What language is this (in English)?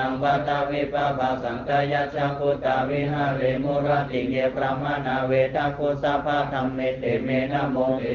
Pali